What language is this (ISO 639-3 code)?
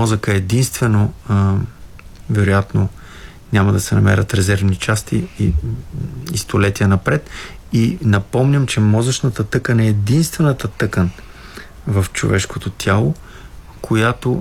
bul